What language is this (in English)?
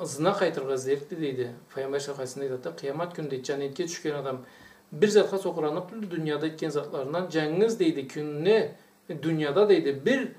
Karachay-Balkar